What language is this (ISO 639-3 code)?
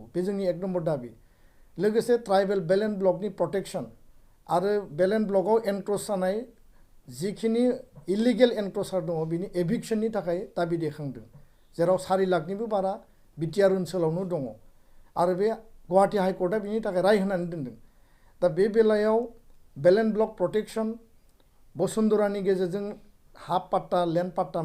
brx